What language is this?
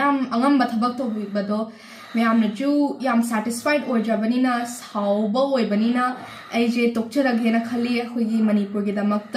Manipuri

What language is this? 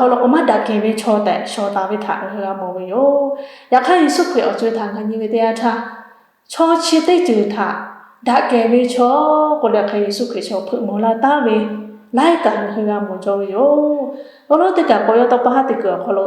Lahu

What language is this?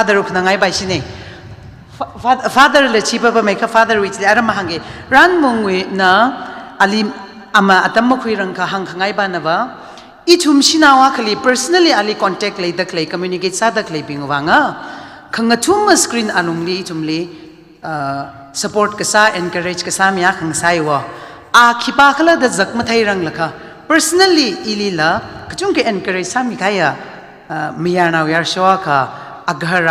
Tangkhul Naga (India)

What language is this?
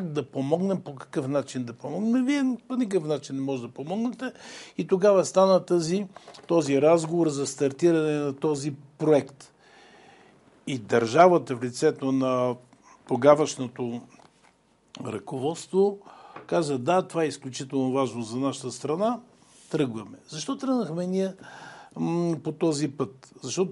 Bulgarian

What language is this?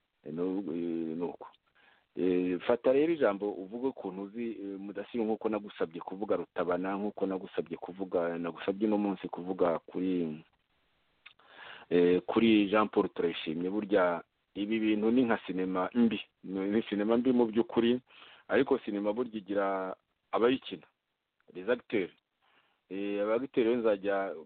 Kinyarwanda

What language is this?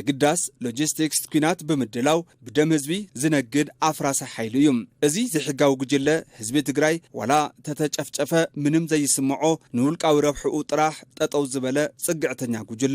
Tigrinya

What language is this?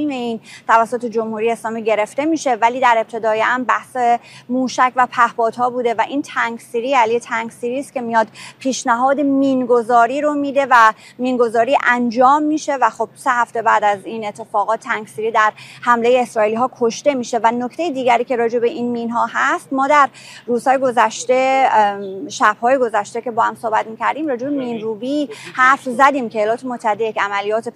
Persian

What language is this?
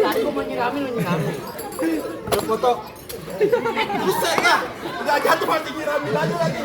Betawi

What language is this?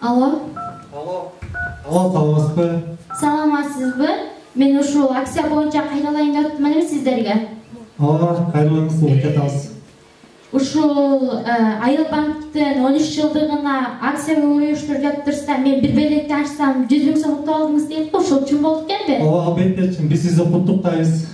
Kyrgyz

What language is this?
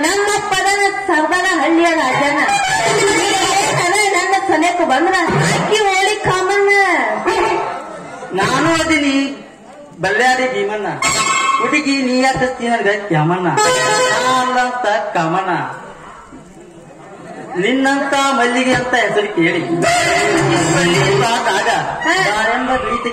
Kannada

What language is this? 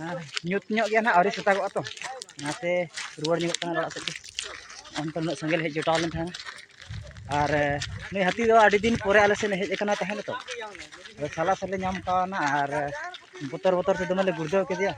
Santali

